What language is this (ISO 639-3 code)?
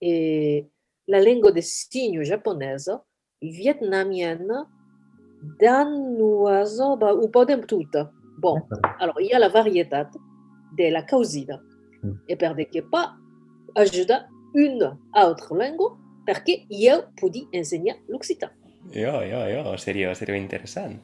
oci